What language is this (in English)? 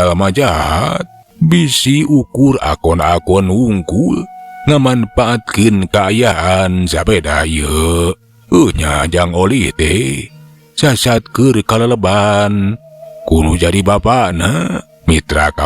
Sundanese